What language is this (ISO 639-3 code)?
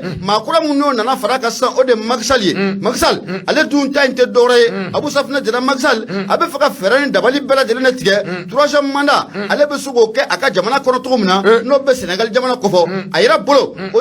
bam